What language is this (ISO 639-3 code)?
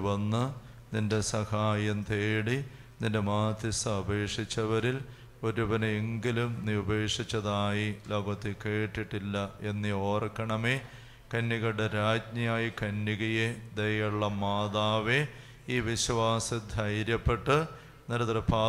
mal